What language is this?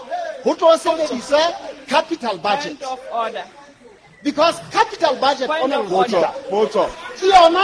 Southern Sotho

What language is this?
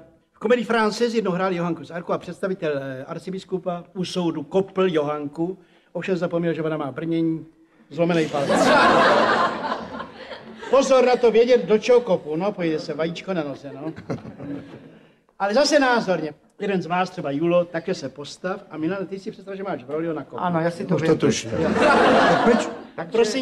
Czech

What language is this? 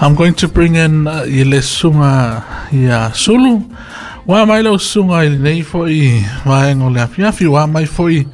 Samoan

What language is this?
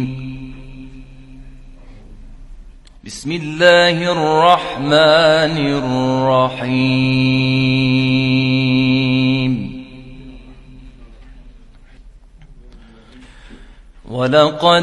Arabic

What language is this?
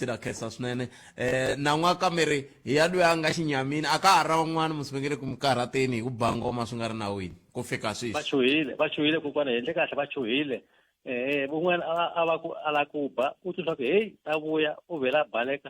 Tsonga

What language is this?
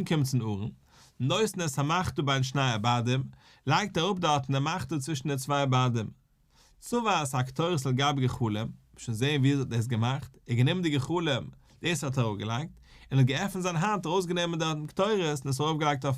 Yiddish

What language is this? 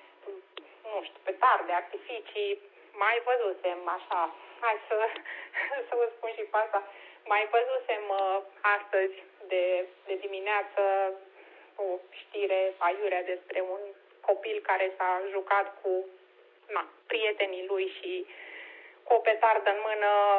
Romanian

